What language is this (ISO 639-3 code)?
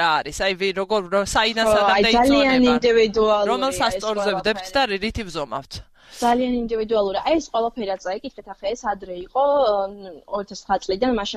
kat